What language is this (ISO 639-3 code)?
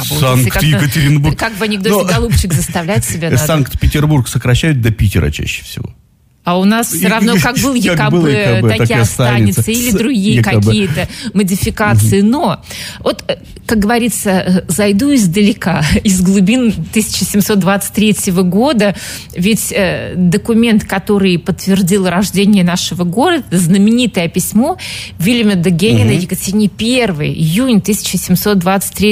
rus